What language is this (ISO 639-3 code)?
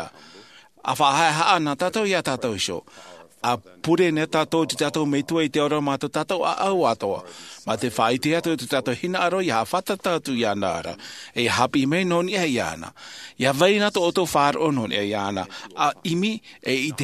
tah